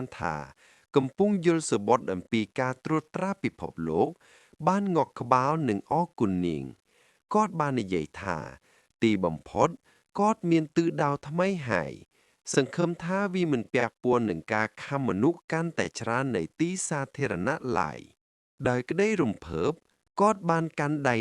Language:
Khmer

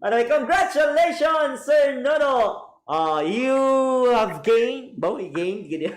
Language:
Hiligaynon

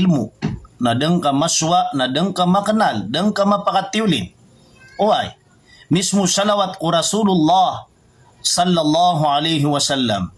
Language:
Maranao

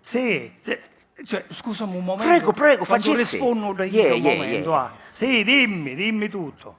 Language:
Sicilian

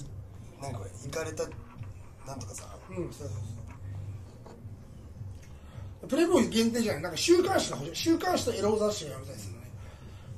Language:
Japanese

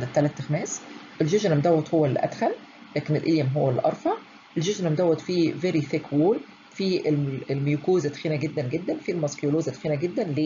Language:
Egyptian Arabic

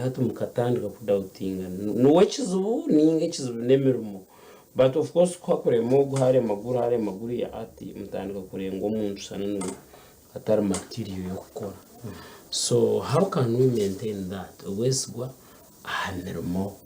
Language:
Nyankole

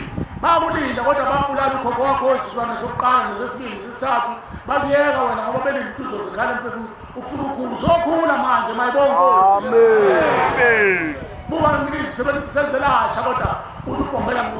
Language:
Zulu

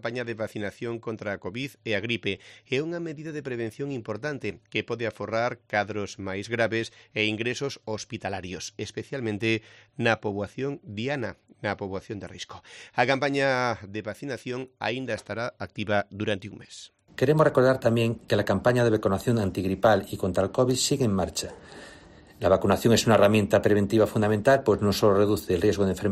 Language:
Galician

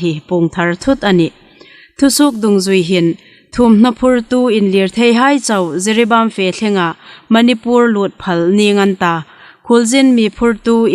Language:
Hmar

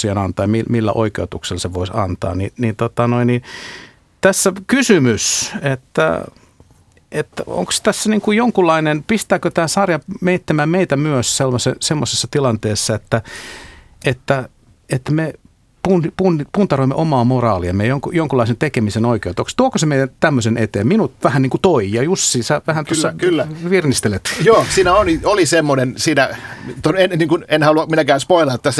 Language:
Finnish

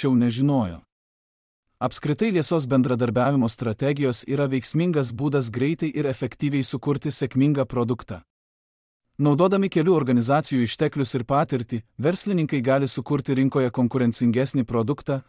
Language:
Lithuanian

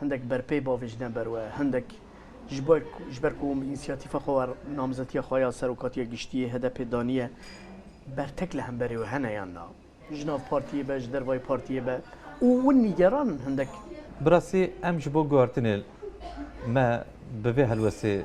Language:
Kurdish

